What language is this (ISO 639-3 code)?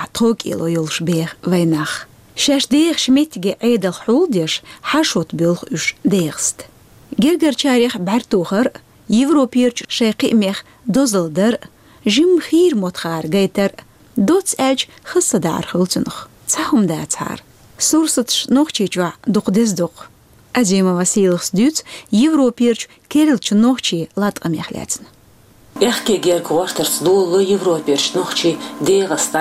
che